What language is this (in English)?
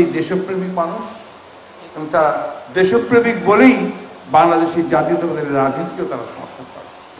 Bangla